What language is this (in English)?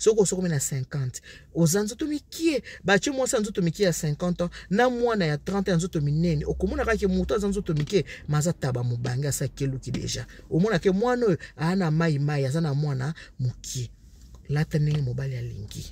Lingala